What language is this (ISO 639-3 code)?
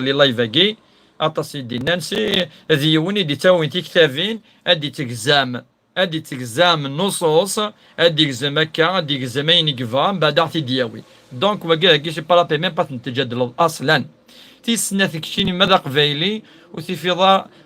kab